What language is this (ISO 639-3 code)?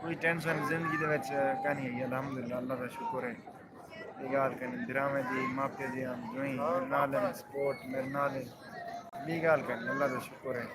skr